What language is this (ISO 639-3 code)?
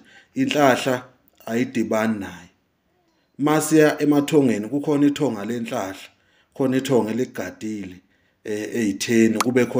zul